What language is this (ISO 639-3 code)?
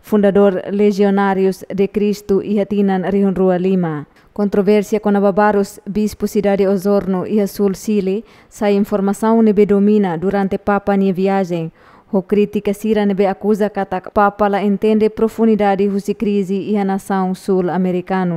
tet